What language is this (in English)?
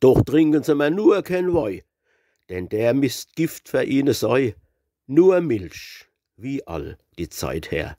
Palatine German